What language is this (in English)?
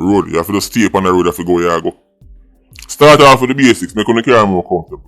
Jamaican Creole English